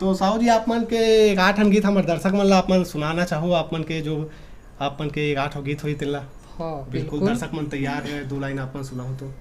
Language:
Chhattisgarhi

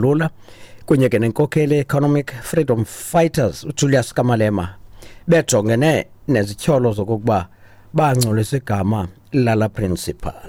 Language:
Xhosa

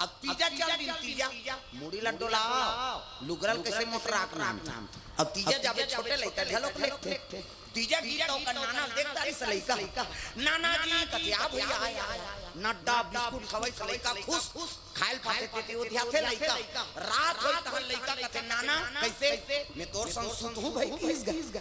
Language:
Chhattisgarhi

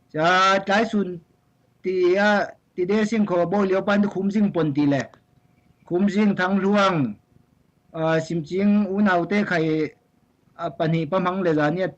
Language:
Falam Chin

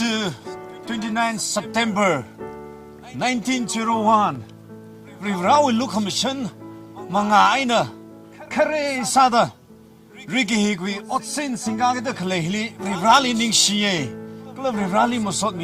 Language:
Tangkhul Naga (India)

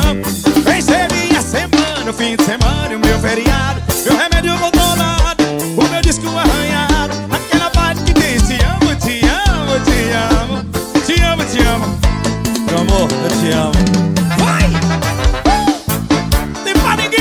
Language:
Portuguese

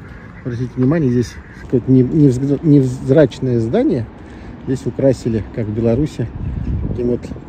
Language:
Russian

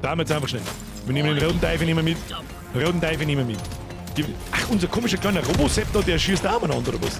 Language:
Bavarian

